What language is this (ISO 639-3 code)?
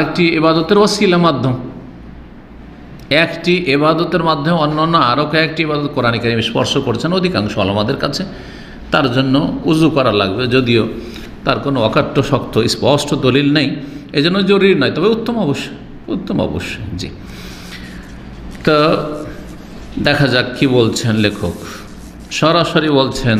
ben